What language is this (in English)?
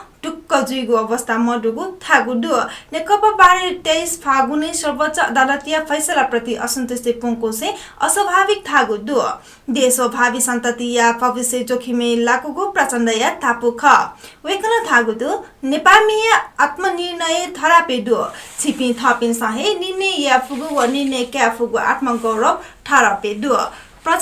Newari